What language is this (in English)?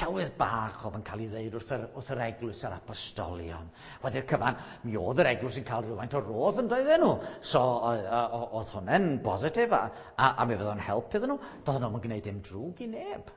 Welsh